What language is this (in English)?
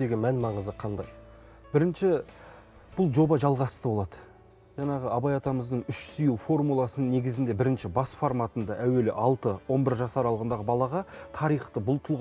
Kazakh